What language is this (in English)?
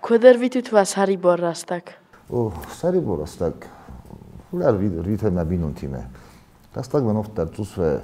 Ossetic